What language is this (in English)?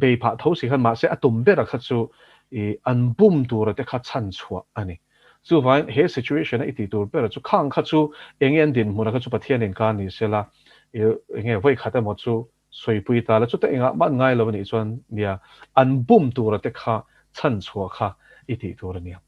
Mizo